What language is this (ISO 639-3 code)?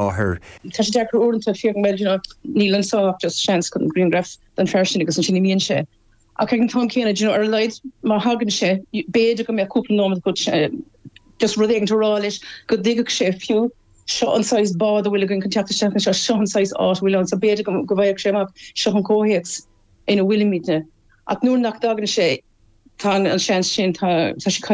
gle